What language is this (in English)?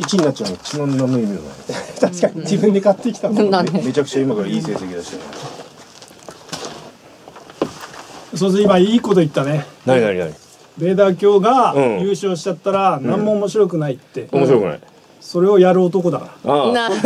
Japanese